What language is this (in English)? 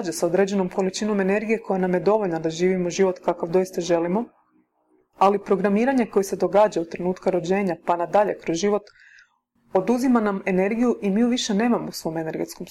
Croatian